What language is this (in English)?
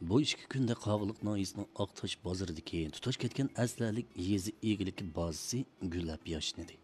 Uyghur